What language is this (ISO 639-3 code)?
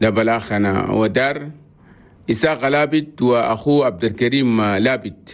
shu